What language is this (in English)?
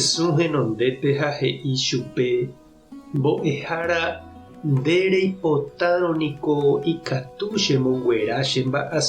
Guarani